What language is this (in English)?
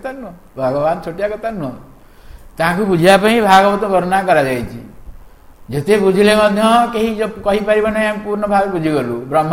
Odia